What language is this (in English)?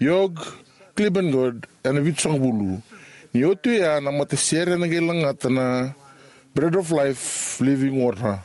Fijian